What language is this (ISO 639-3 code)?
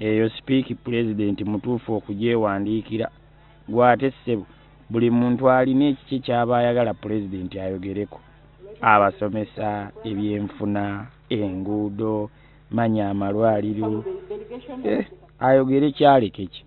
lug